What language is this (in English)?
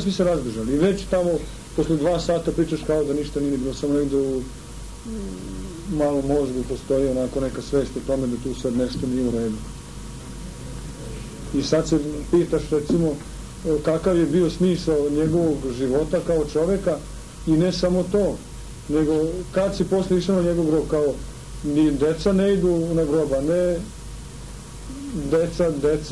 Serbian